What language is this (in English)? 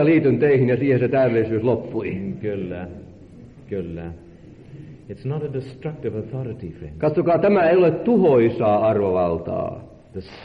Finnish